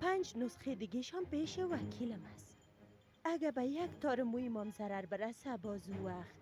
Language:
Persian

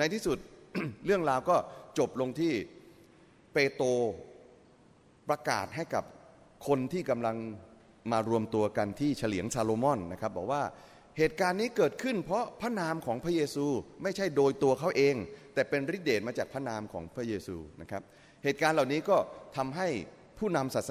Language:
Thai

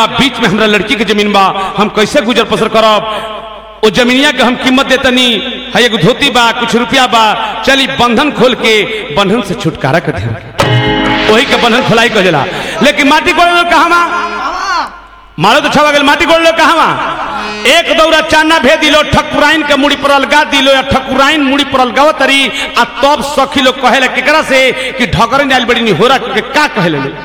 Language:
Bhojpuri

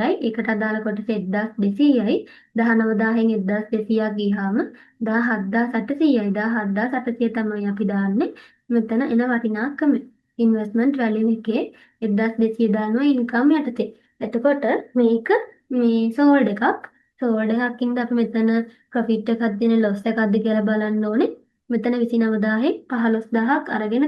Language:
Sinhala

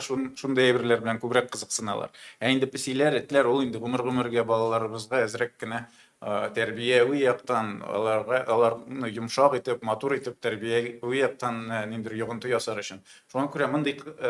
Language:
Tatar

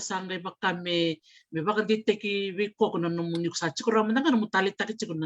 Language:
Fijian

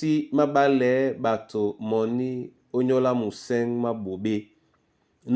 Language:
Duala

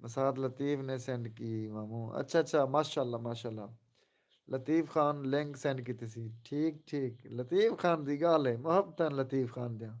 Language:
Saraiki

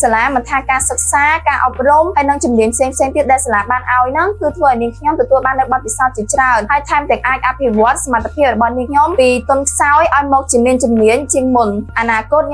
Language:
Khmer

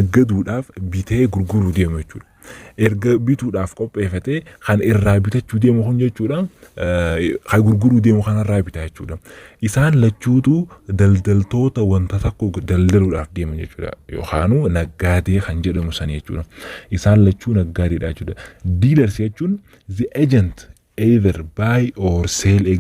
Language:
Oromo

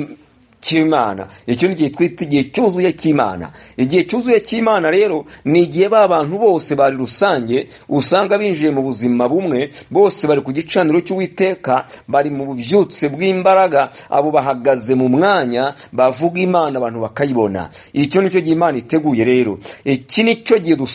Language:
Kinyarwanda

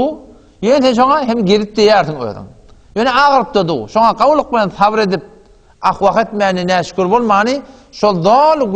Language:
Turkmen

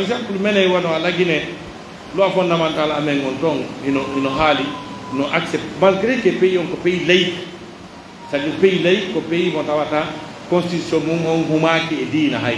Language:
Pular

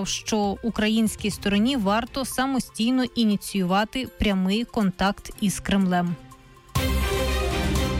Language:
Ukrainian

